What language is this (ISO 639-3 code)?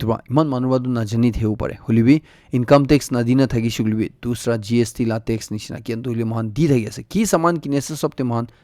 nag